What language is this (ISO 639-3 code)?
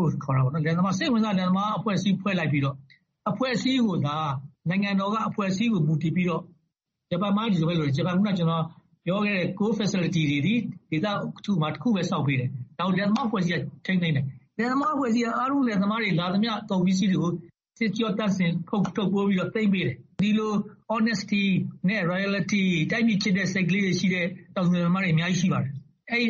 mya